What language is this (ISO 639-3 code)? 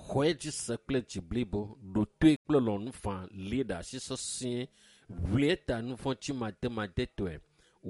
ewe